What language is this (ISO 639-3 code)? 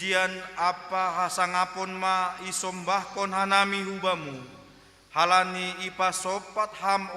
bts